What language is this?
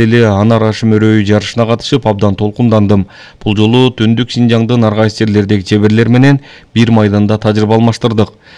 Kyrgyz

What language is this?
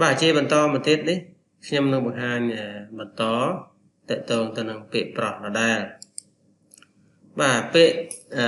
Khmer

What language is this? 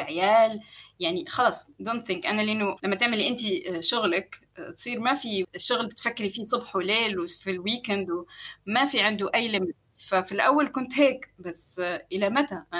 North Levantine Arabic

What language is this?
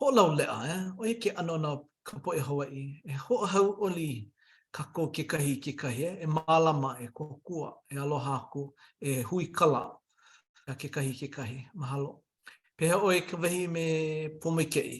Hawaiian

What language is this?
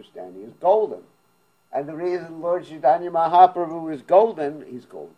English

